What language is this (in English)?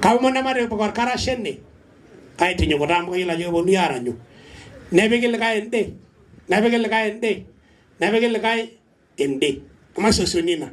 Masai